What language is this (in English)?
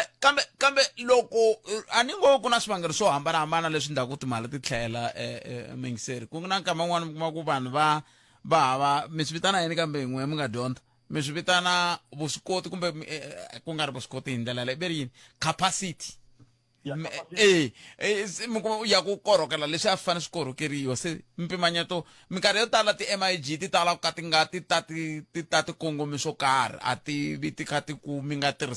Tsonga